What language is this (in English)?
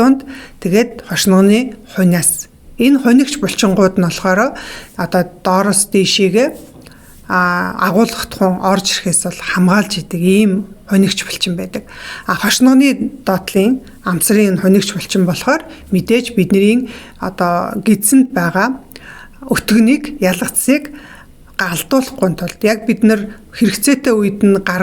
Mongolian